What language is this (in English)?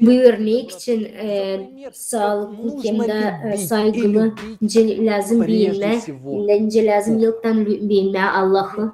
Gagauz